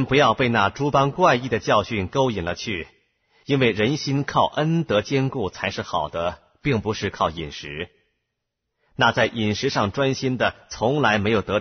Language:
Chinese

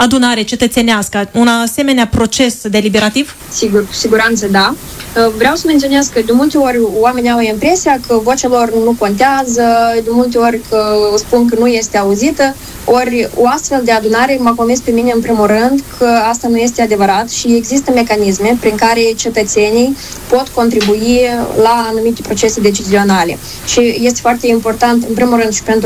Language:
Romanian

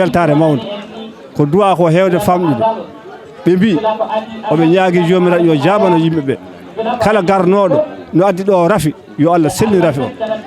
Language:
Fula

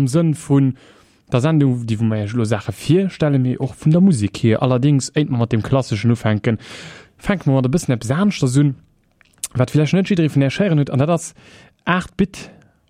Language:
Luxembourgish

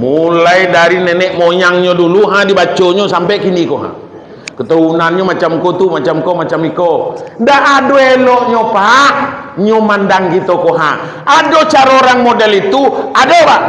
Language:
Minangkabau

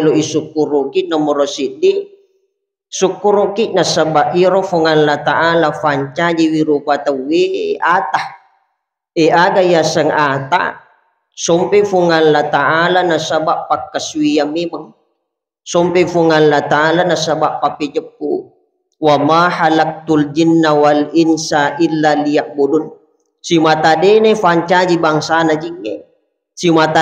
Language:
Buginese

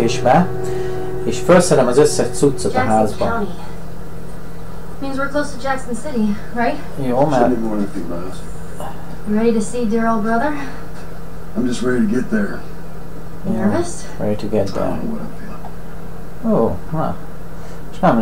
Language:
Hungarian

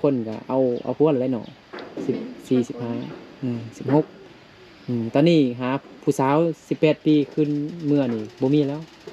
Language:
Lao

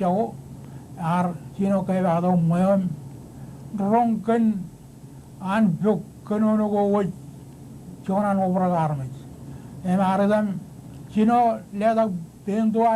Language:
Marshallese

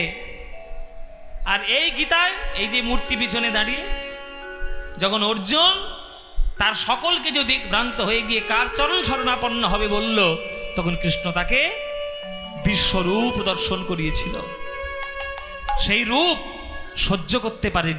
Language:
Bangla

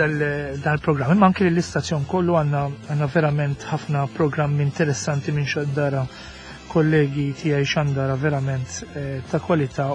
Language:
Maltese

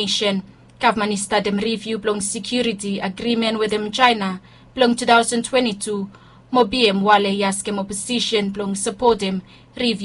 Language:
Bislama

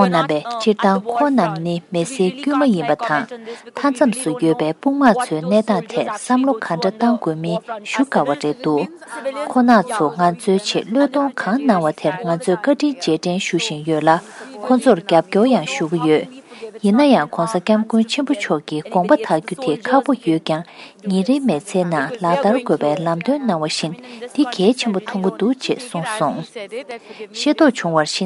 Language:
Tibetan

